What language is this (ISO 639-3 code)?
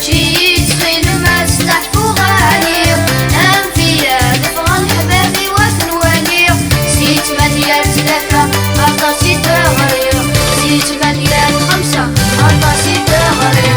kab